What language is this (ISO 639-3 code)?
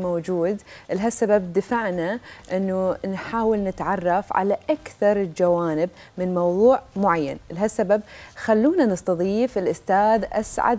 acm